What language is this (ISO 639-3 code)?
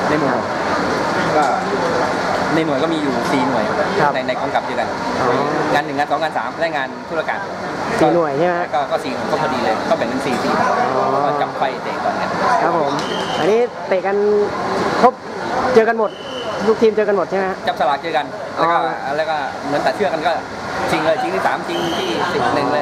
tha